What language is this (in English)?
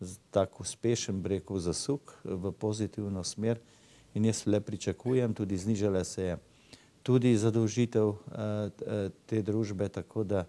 Slovenian